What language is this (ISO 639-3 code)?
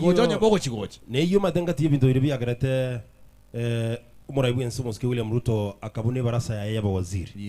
guz